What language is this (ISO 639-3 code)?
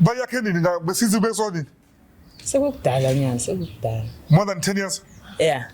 zul